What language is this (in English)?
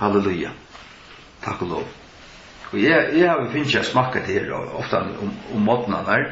Faroese